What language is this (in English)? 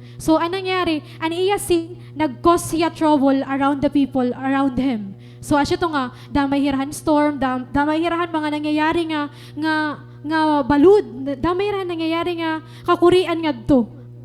Waray